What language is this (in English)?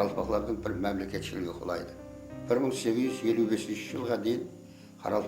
Kara-Kalpak